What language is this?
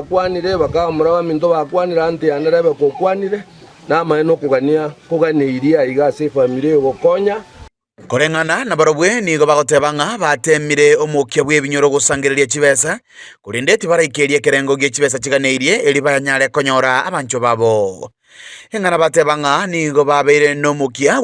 Gusii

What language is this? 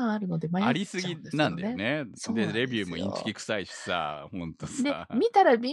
Japanese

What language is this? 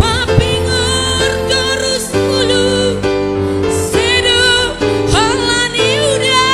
Batak Simalungun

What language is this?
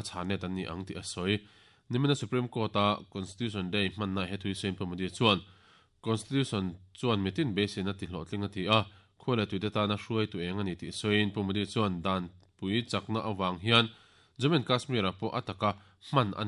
Mizo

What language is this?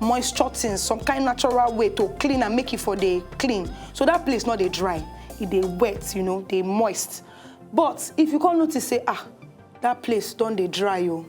Nigerian Pidgin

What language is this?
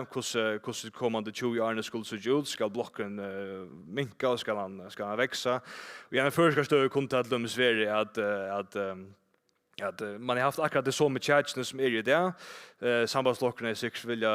Faroese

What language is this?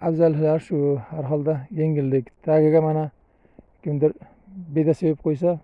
Uzbek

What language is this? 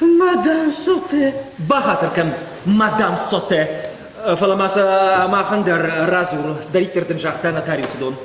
Ossetic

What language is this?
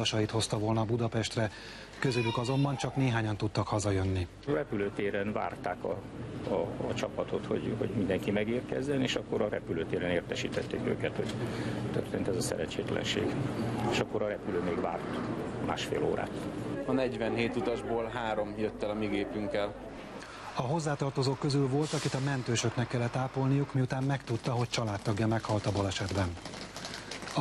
Hungarian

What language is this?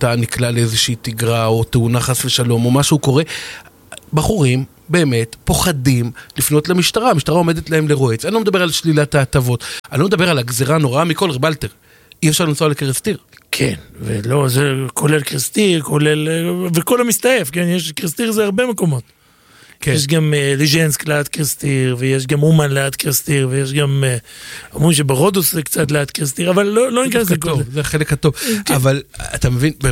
Hebrew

